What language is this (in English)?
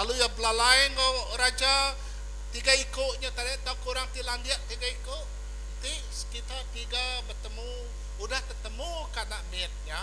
Iban